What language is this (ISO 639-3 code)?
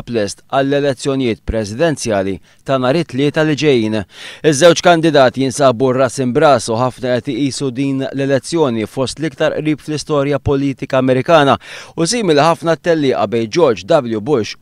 mlt